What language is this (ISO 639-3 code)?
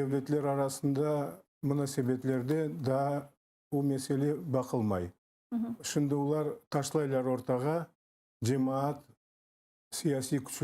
crh